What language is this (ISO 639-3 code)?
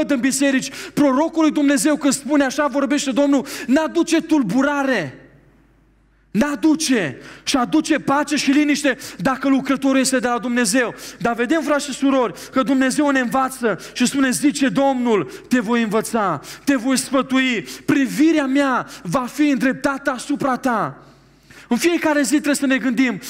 ron